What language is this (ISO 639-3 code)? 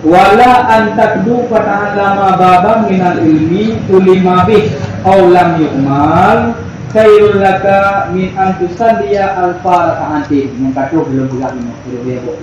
ace